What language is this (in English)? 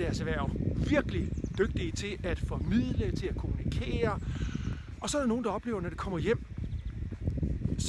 Danish